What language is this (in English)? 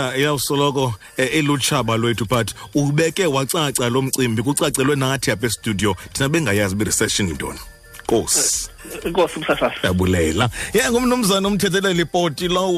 Xhosa